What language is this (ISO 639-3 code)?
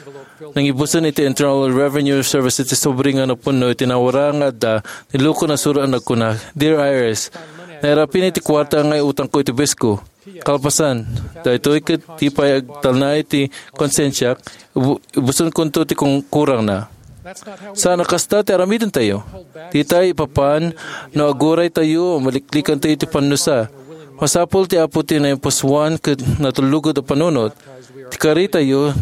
ilo